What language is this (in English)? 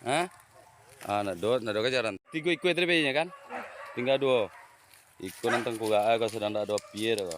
Minangkabau